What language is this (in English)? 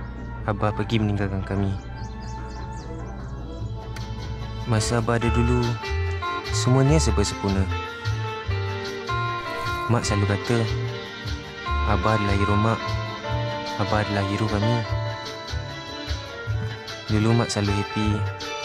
Malay